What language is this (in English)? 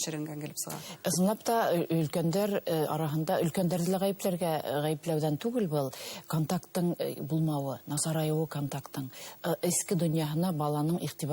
Bashkir